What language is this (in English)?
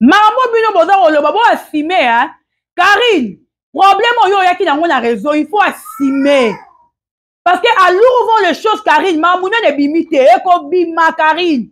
Lingala